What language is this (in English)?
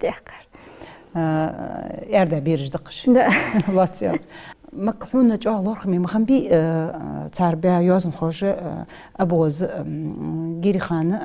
Ingush